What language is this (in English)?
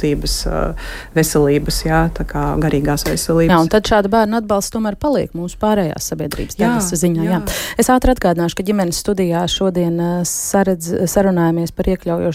Latvian